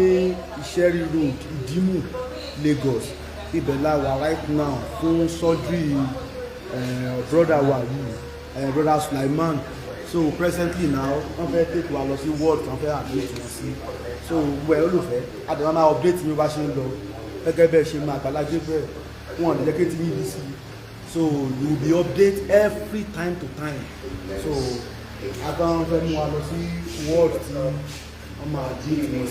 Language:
Yoruba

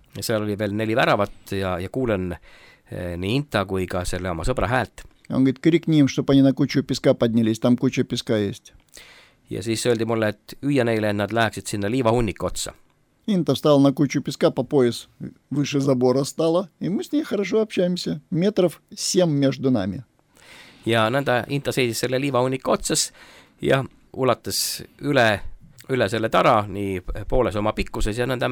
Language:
Estonian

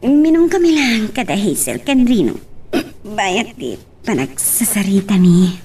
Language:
Iloko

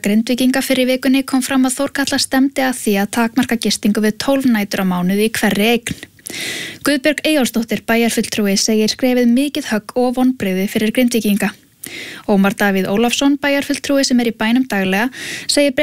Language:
Icelandic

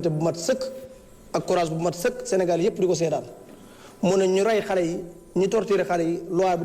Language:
Wolof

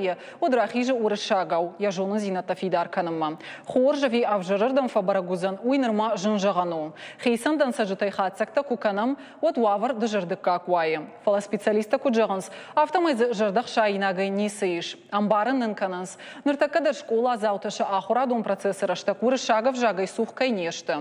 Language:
Ossetic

